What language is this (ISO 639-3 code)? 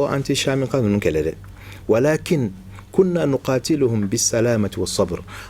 bam